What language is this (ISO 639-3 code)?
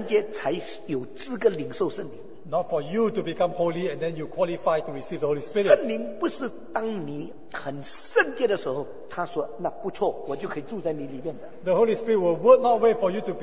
zho